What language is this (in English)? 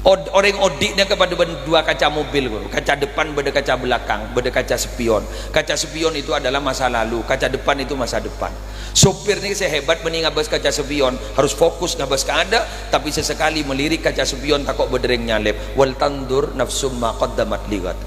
Madurese